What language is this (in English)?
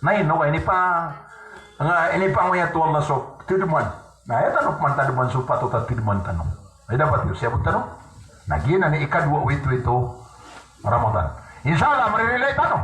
Maranao